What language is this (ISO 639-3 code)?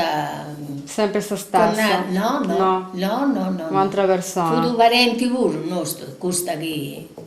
srd